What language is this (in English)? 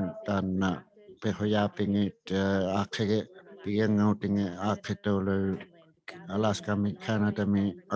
Inuktitut